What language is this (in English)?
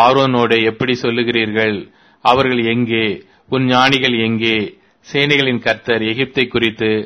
Tamil